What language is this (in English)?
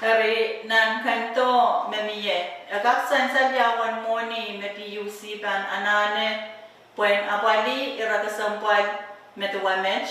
Pohnpeian